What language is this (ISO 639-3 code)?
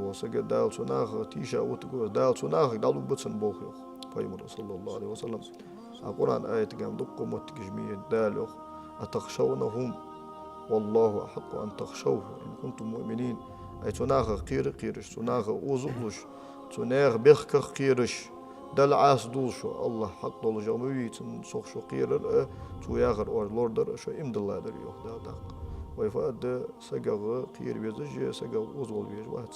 inh